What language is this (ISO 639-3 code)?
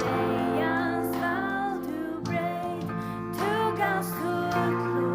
fao